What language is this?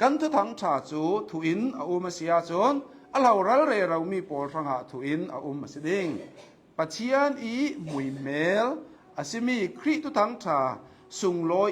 Hakha Chin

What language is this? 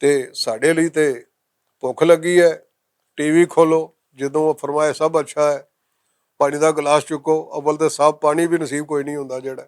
Western Panjabi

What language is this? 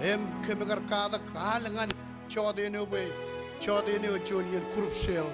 Marshallese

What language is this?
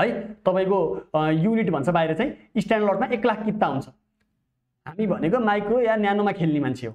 Nepali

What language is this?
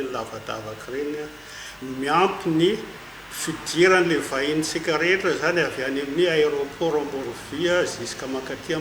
Malagasy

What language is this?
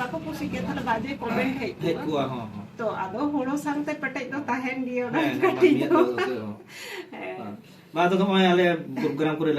Santali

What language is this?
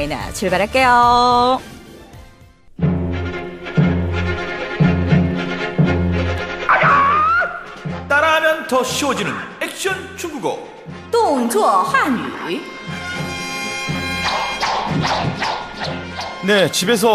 Korean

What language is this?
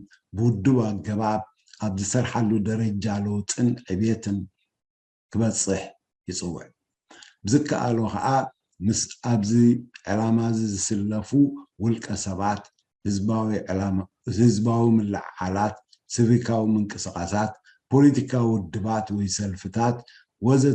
Tigrinya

